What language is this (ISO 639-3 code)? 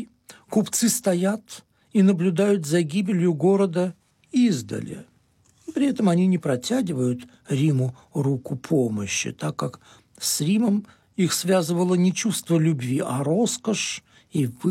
rus